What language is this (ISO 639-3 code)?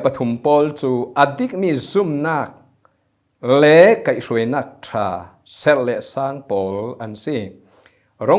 cfm